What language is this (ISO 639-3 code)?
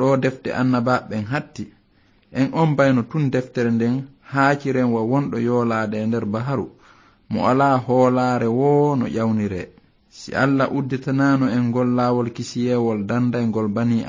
ful